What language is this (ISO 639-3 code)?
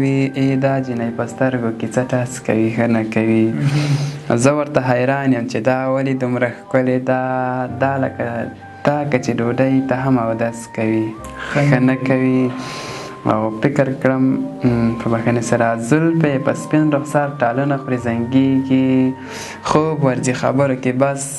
pus